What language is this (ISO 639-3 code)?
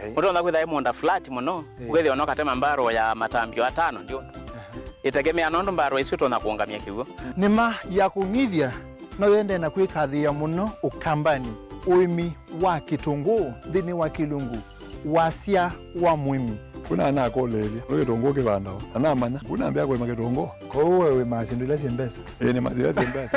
kam